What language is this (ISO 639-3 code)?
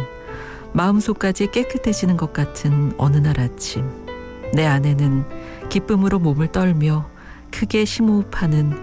kor